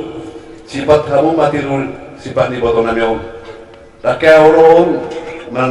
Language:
Batak Toba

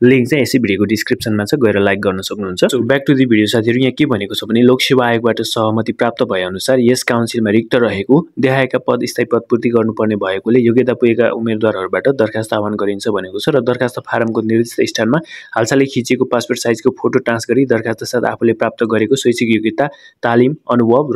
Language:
Nepali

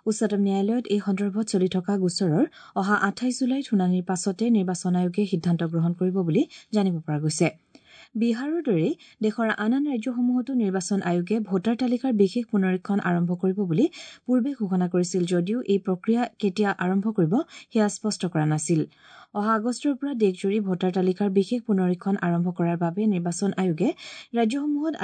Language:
Assamese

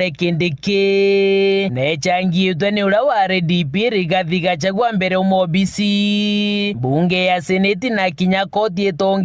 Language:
Meru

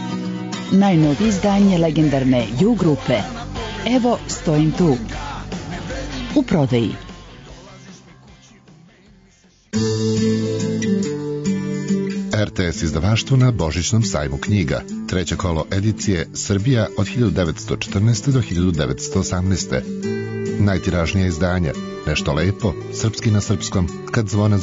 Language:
Serbian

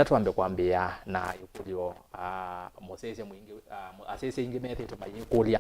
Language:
Kamba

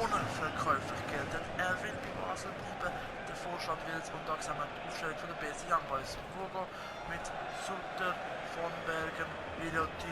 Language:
Swiss German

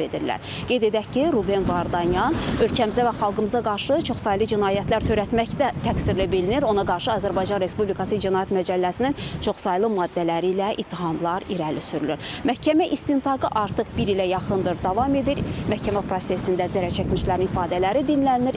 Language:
Azerbaijani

